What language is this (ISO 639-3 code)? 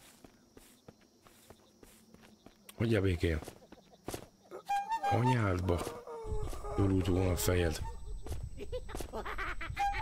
hun